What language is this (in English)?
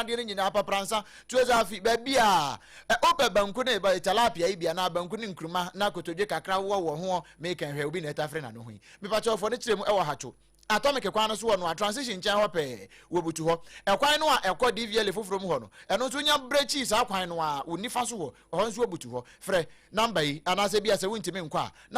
Akan